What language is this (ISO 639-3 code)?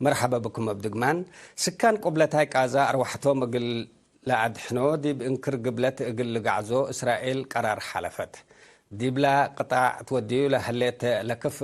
tig